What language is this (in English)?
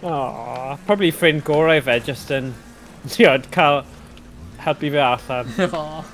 Welsh